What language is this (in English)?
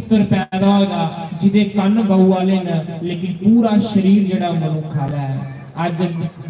Dogri